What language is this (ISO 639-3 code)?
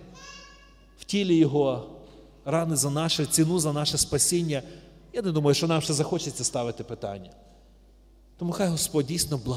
ukr